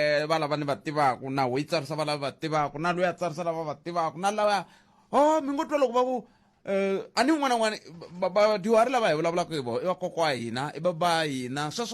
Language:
Tsonga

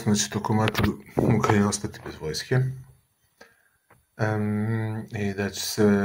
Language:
Serbian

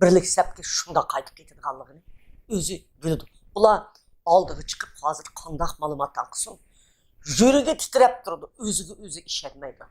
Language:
Uyghur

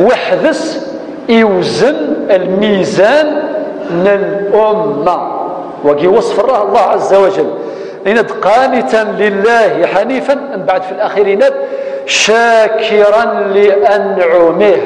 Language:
Kabyle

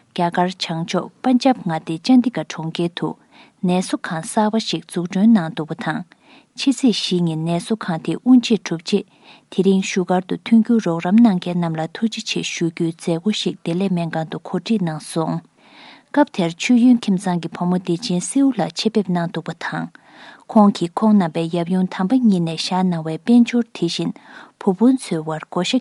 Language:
Tibetan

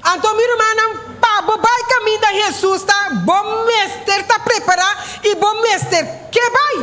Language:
Papiamento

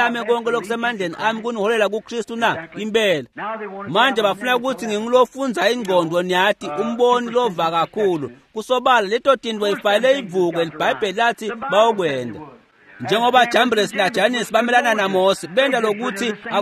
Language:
Swati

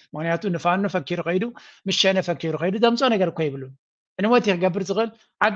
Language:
Tigrinya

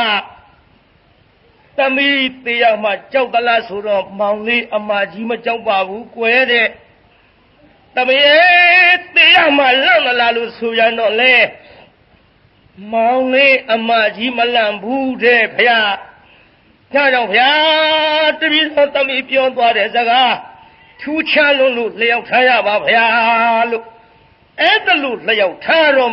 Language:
Burmese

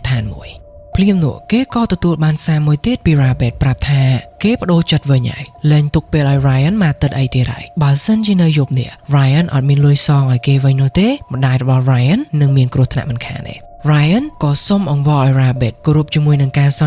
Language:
Khmer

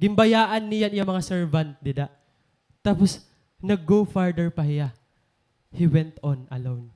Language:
Waray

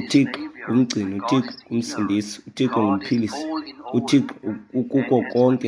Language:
Xhosa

